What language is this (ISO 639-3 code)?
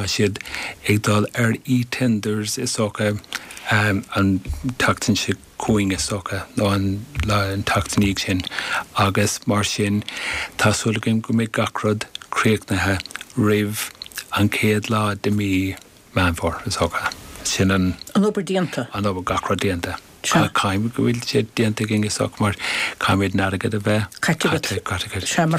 gle